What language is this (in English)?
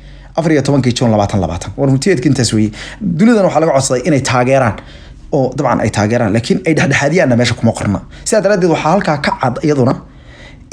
Somali